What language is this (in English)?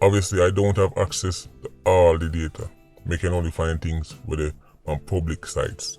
Jamaican Creole English